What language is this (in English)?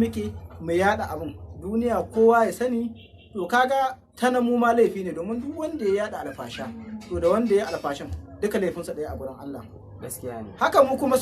Hausa